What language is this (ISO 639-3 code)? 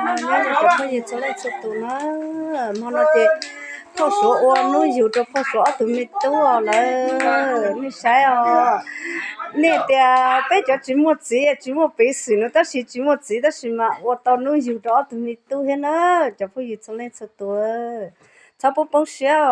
hmn